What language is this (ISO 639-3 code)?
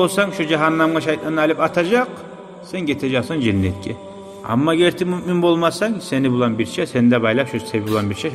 kum